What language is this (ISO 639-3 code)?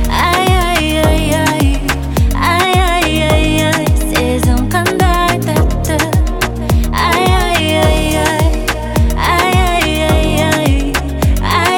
kaz